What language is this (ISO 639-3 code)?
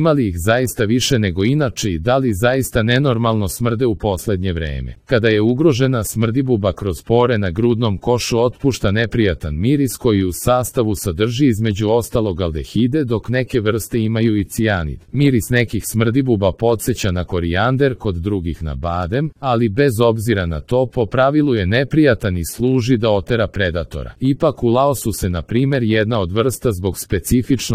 srp